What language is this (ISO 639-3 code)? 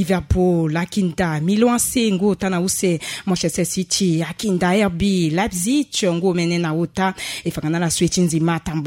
sag